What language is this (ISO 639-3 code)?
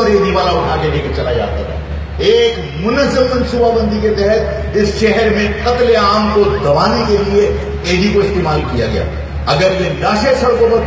urd